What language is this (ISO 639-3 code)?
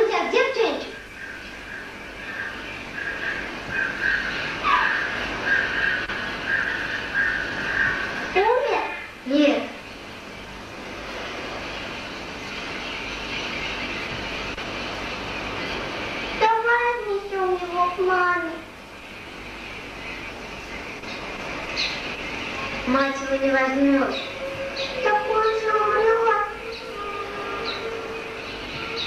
rus